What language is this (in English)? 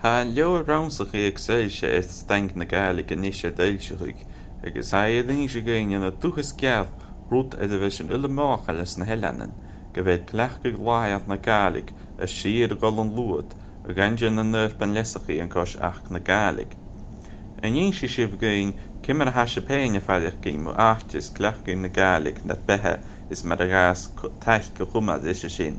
Scottish Gaelic